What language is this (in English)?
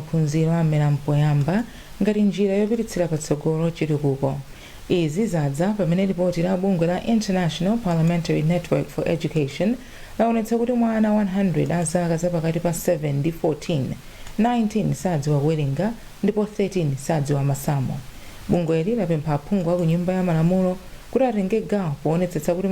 Nyanja